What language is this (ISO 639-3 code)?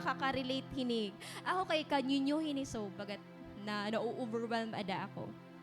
war